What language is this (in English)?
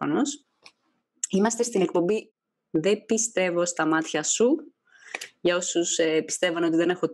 Greek